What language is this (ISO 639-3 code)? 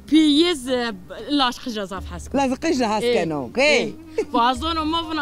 zza